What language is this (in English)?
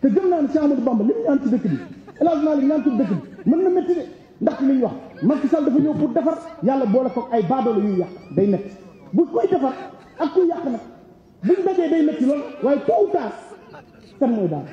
Wolof